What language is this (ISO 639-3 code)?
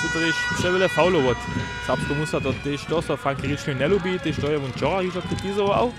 hsb